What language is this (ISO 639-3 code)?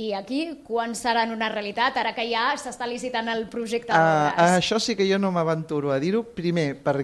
cat